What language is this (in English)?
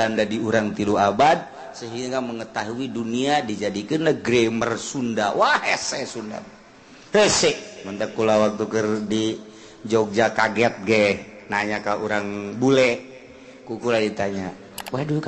Sundanese